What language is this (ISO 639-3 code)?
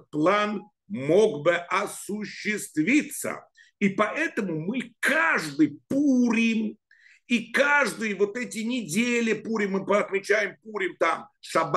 rus